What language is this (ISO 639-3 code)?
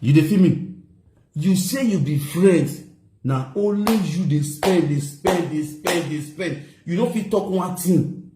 pcm